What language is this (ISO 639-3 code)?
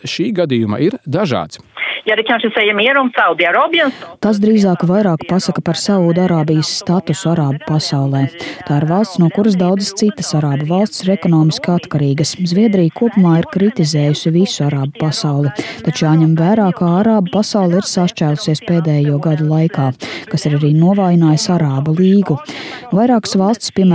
lav